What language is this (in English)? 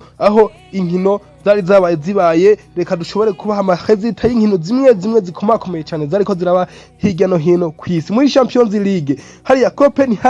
Rundi